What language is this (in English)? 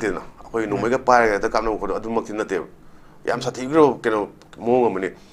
Manipuri